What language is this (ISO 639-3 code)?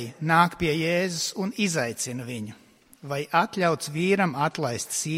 lav